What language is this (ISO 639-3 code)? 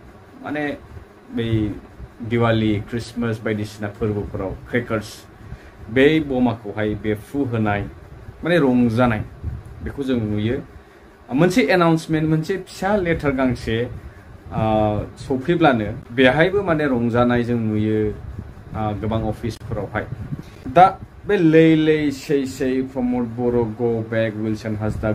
brx